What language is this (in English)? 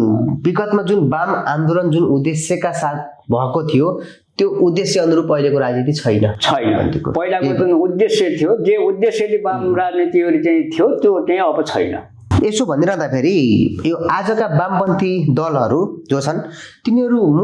Nepali